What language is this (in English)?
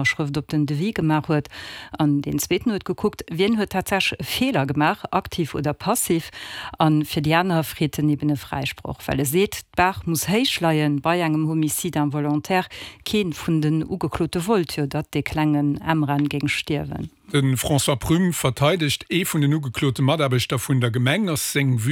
Luxembourgish